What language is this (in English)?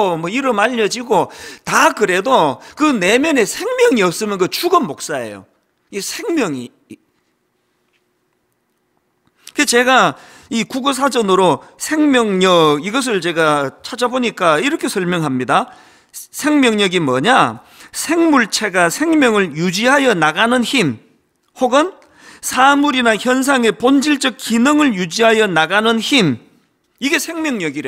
Korean